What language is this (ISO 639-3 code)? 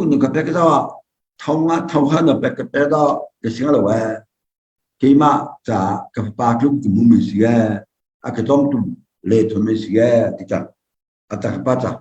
cnh